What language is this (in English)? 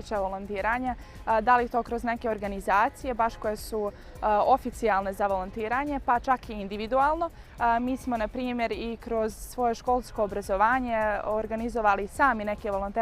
Bosnian